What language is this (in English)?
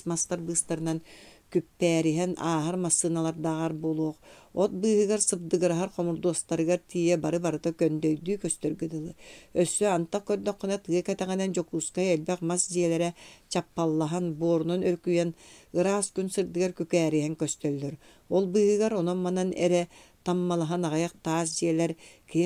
Yakut